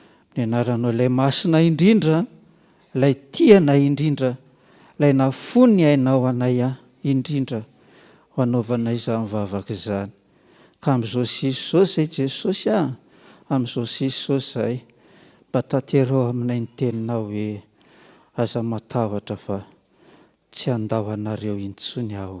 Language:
Malagasy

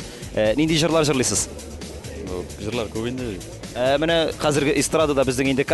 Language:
Tatar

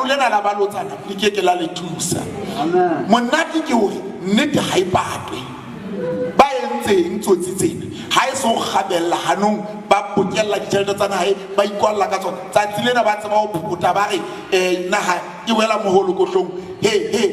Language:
Southern Sotho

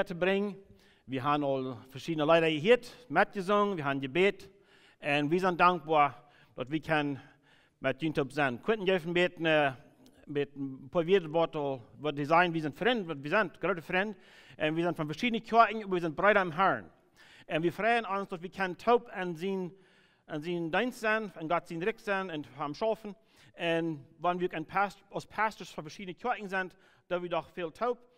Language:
Plautdietsch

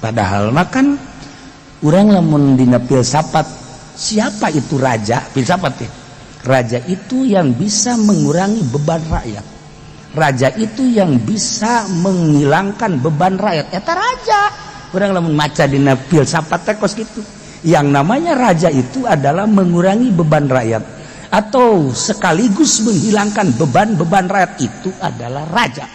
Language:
Sundanese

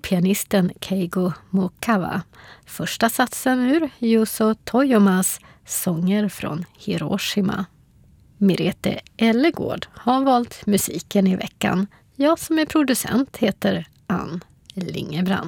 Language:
Swedish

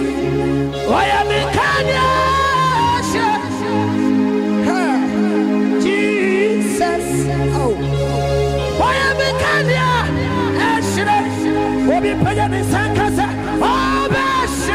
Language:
English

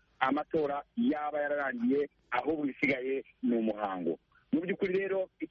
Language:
Kinyarwanda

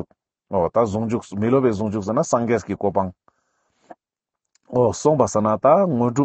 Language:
Ladakhi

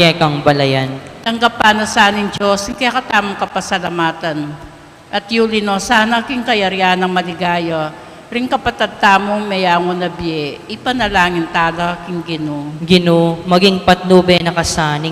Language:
Pampanga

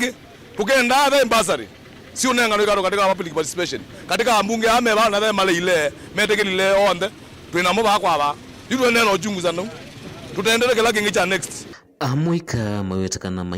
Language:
Kamba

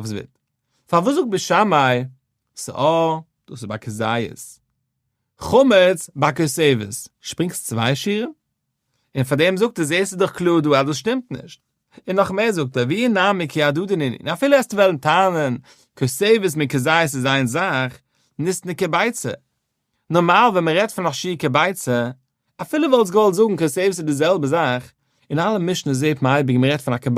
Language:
Yiddish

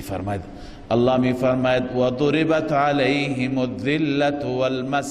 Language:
Persian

